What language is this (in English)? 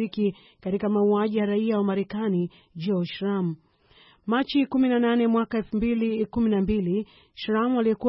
Swahili